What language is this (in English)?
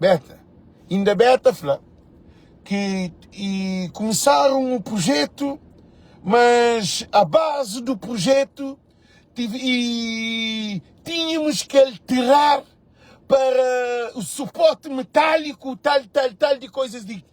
Kabuverdianu